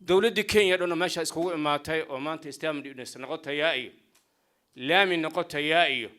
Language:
Somali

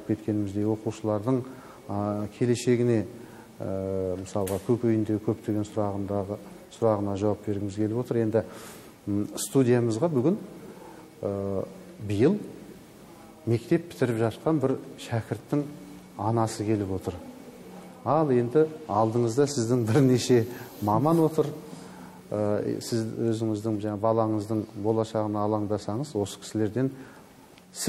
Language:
Kazakh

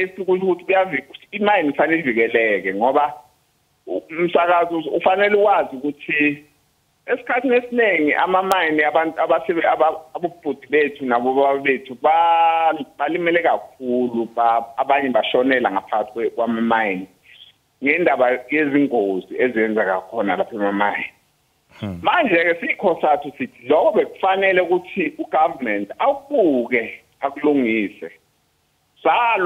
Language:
Zulu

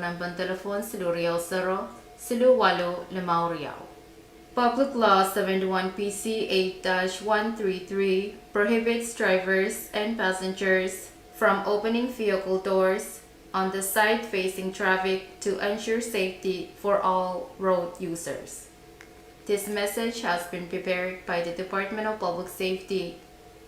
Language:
Pohnpeian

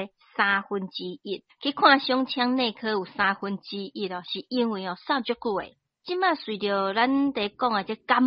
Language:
Min Nan Chinese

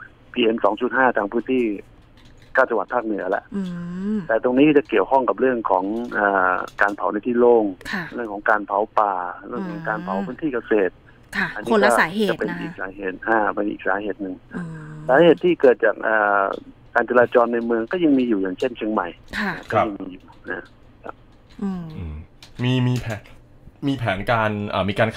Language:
Thai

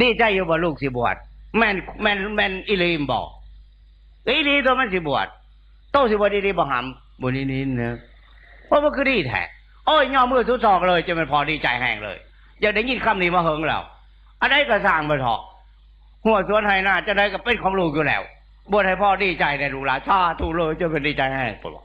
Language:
Northeastern Thai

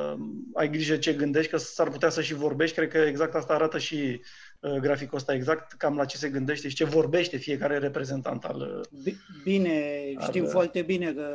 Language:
Romanian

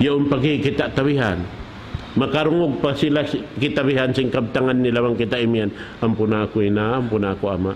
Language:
Tausug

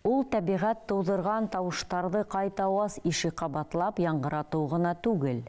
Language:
Bashkir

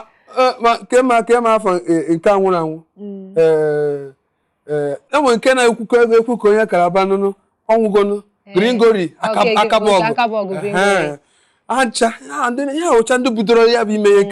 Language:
Igbo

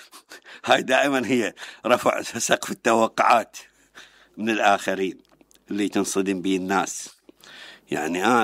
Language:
Mesopotamian Arabic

